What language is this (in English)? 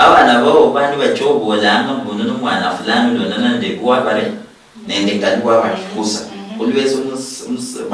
Luyia